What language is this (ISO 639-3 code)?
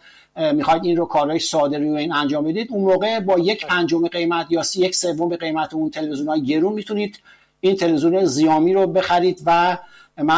fas